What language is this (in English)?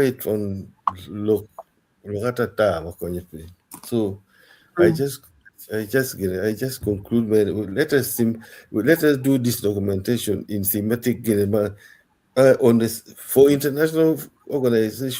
Acoli